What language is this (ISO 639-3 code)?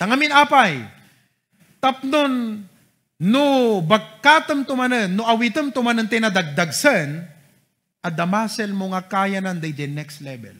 ilo